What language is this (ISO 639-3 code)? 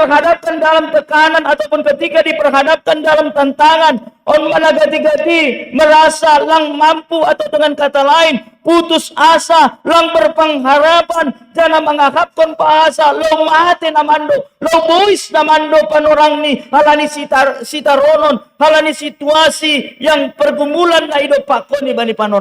bts